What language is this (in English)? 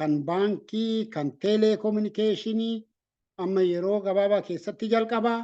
Oromo